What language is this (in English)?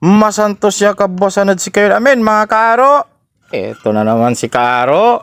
Pangasinan